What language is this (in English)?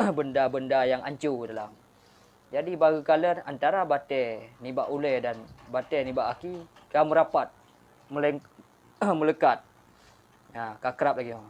Achinese